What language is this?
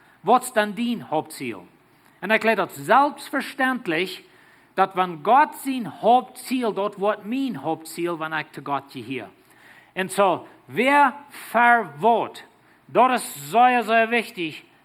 Plautdietsch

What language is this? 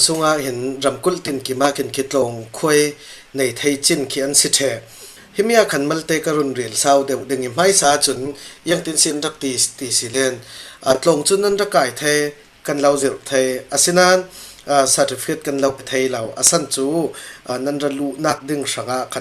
Falam Chin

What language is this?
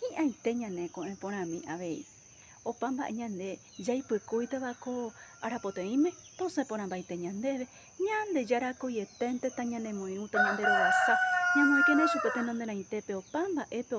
Guarani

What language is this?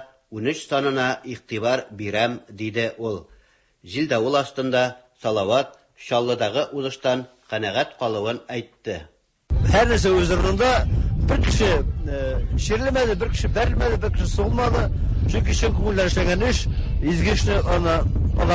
Tatar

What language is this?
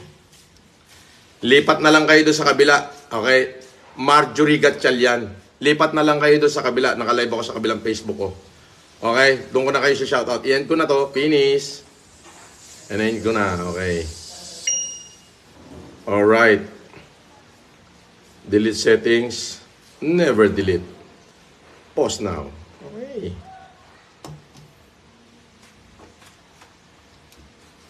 Filipino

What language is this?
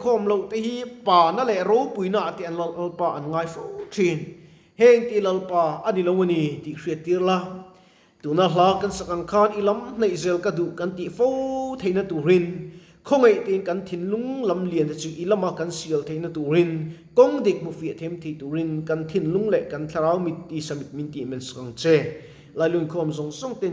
Mizo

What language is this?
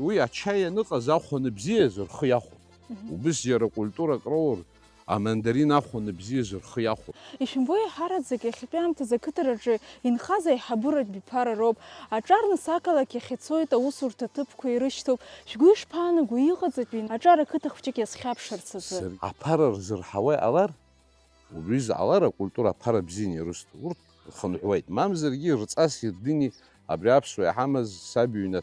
Abkhazian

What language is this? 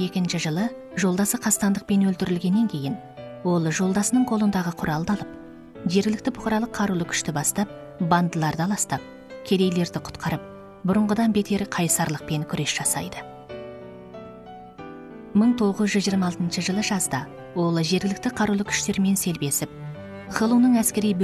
Kazakh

